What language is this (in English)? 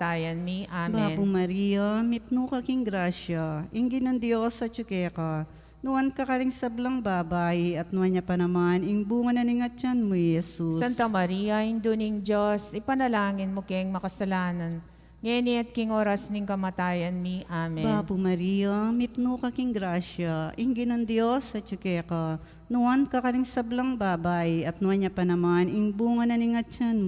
Pampanga